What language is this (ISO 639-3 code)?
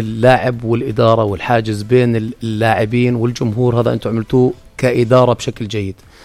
apc